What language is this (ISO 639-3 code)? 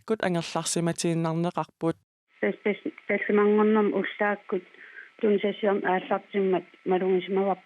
kal